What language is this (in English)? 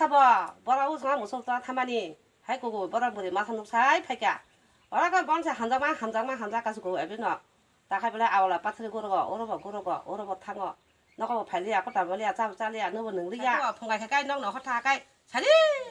Kok Borok